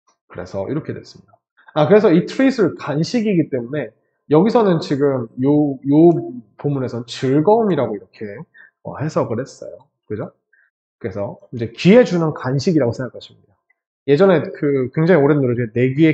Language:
Korean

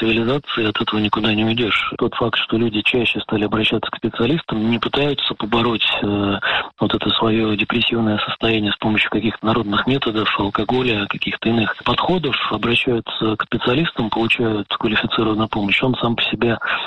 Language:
Russian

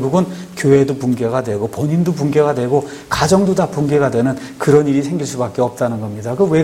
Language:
Korean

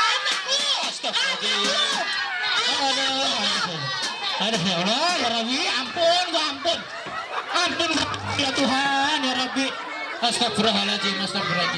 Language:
Betawi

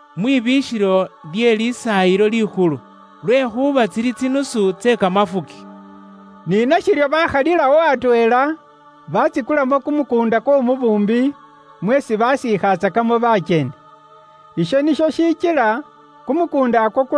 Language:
Luyia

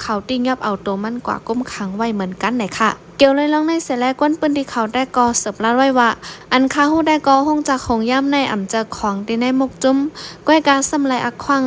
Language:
Shan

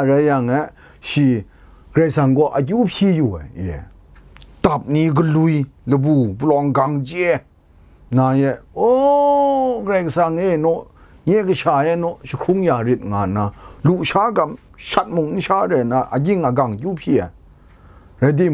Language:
Kachin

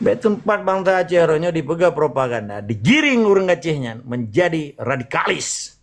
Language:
Achinese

